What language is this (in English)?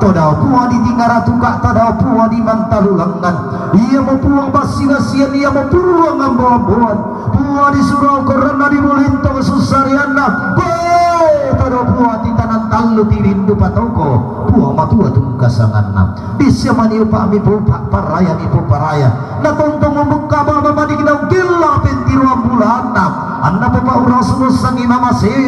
Toraja-Sa'dan